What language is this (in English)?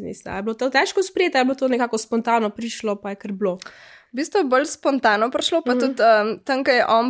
Slovenian